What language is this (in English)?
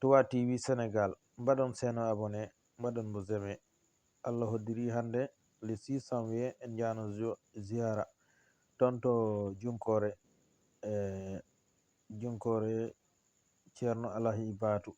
Fula